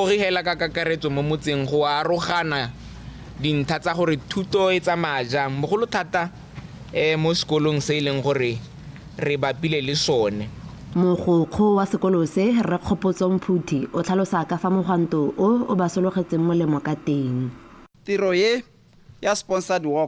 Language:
Tswana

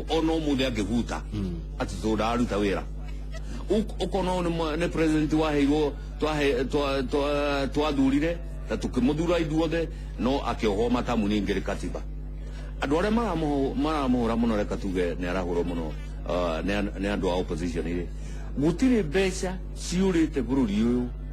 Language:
Kikuyu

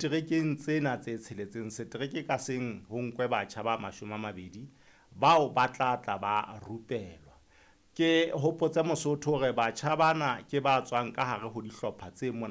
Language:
Southern Sotho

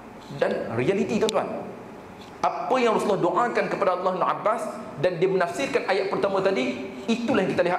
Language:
Malay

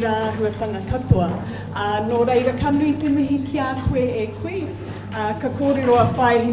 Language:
Māori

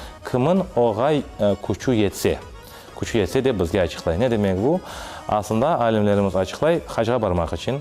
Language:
Crimean Tatar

